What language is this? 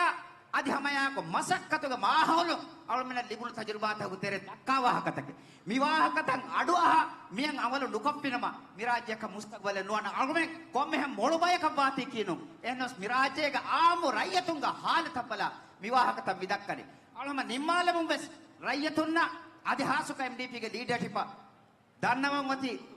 Divehi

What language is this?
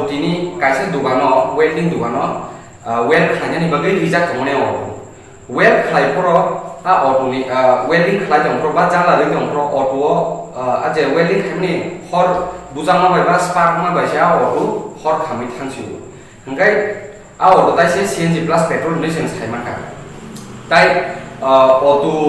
Kok Borok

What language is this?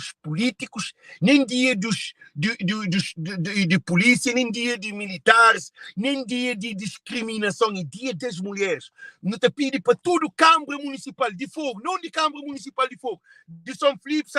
Kabuverdianu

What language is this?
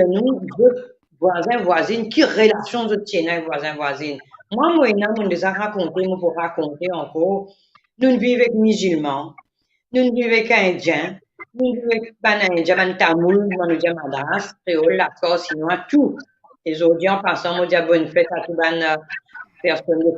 Morisyen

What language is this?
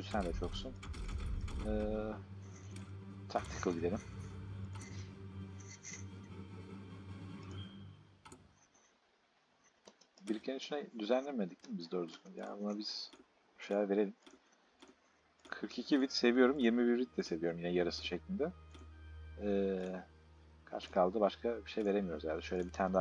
Turkish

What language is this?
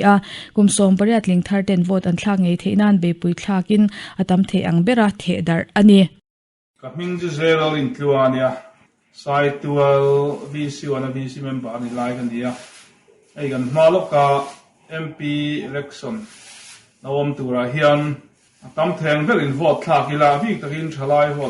Mizo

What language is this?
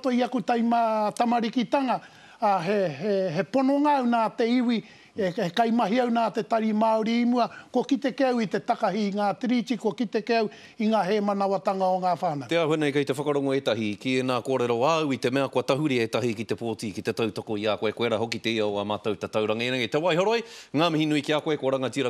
Māori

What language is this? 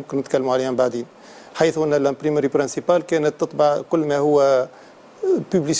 Tunisian Arabic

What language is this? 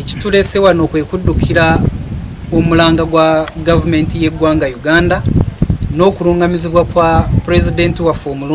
Ganda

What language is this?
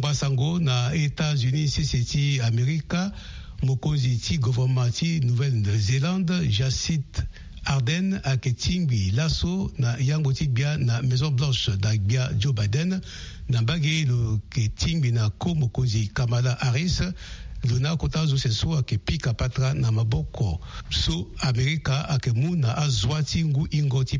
Sango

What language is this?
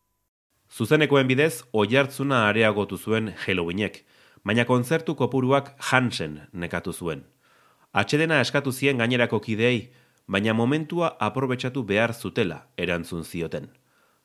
Basque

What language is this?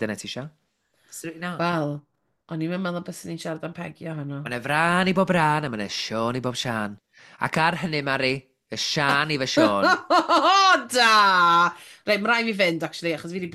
Welsh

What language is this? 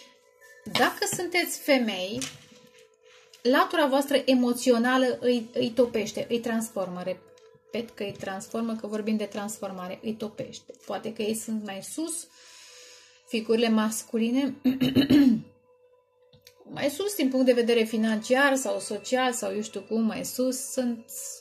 Romanian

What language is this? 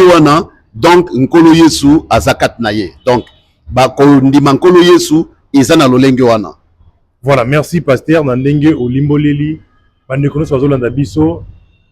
Lingala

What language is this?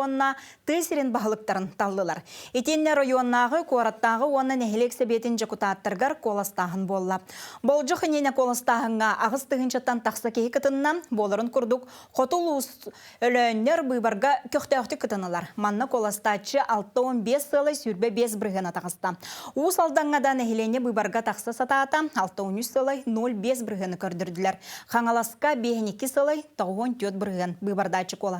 Yakut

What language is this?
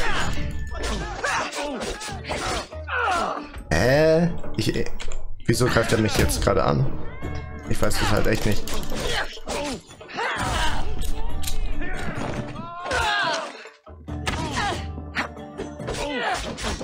German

